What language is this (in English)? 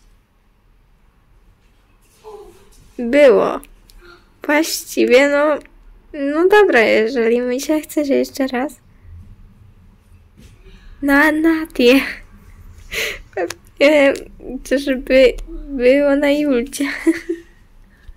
Polish